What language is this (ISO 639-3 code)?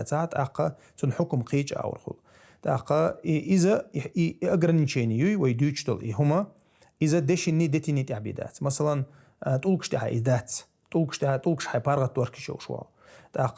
che